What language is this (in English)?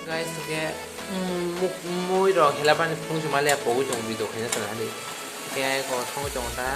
Kok Borok